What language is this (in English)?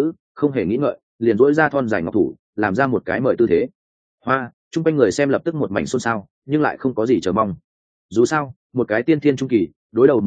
Vietnamese